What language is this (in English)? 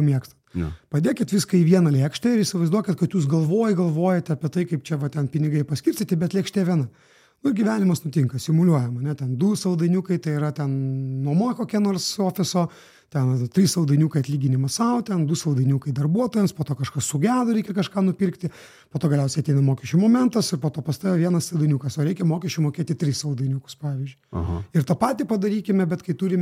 Lithuanian